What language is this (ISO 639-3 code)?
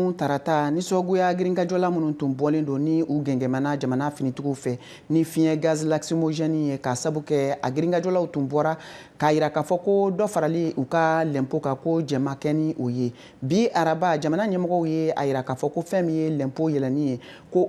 bam